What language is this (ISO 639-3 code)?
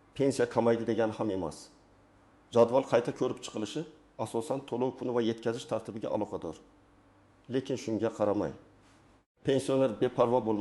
uzb